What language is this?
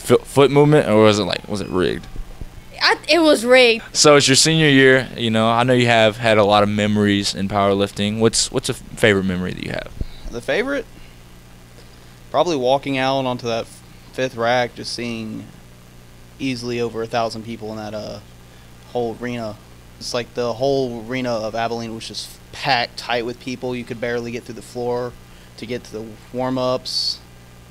English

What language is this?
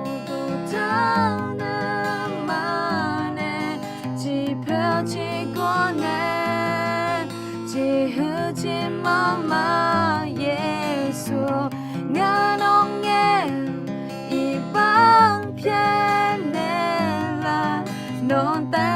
Akha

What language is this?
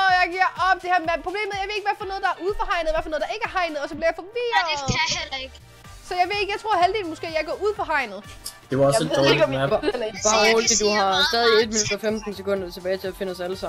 Danish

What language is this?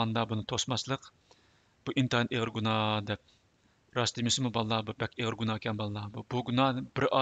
Uyghur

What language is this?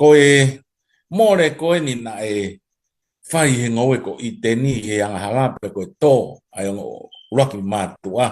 Tongan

